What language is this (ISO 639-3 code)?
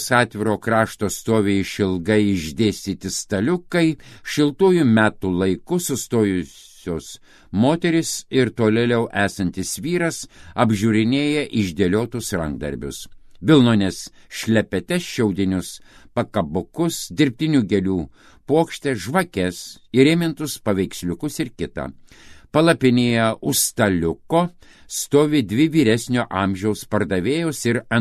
lit